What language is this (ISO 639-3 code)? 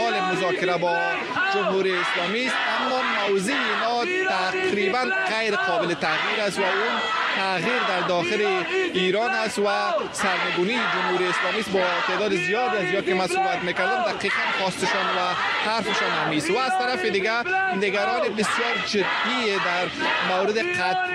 fas